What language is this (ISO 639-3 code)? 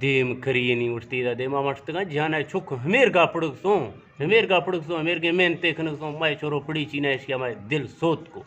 bgp